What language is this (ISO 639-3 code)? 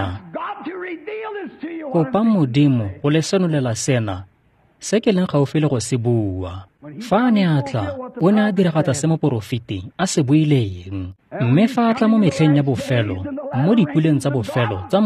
tsn